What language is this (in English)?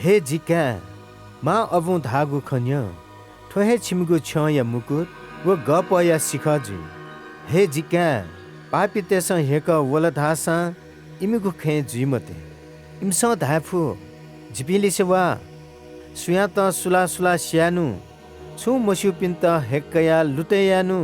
Newari